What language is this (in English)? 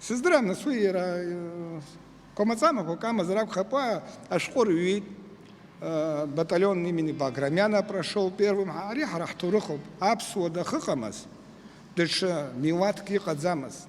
Abkhazian